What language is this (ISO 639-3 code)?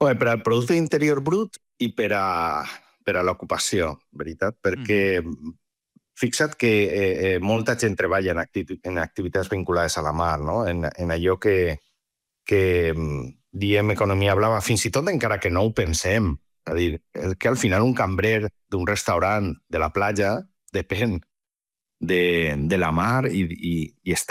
cat